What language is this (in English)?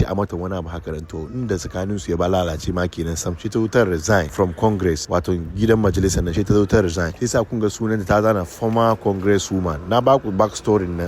Hausa